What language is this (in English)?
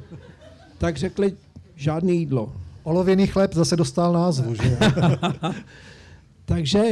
Czech